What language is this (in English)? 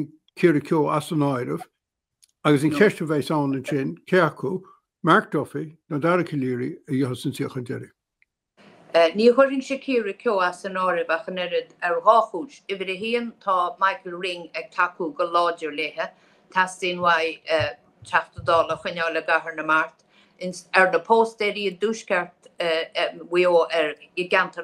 Irish